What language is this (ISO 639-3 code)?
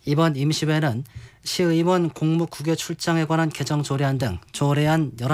kor